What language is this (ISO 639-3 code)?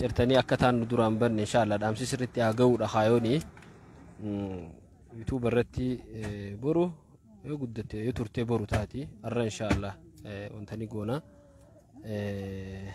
orm